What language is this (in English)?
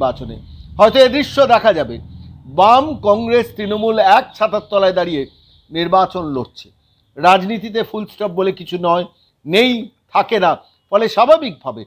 Bangla